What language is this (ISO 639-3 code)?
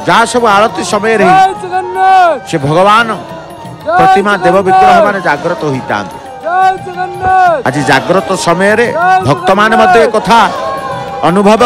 ori